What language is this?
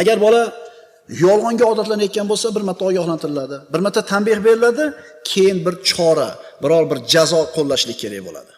Uzbek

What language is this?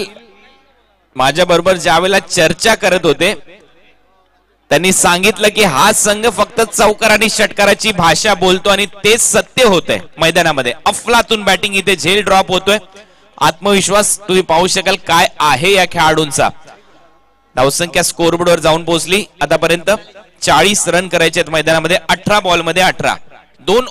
Marathi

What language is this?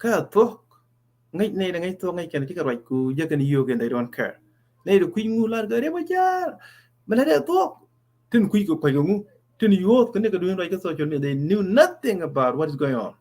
Nuer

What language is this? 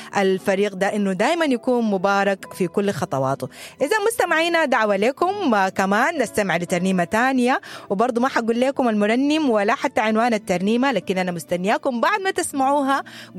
Sudanese Arabic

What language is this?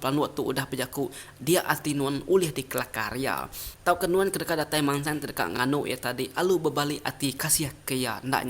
Iban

